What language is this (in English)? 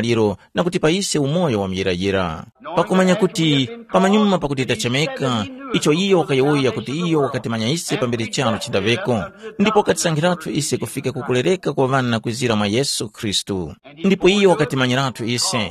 Tumbuka